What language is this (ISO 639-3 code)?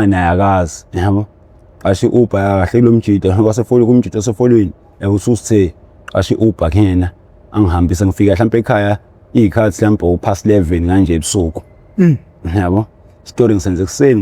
zul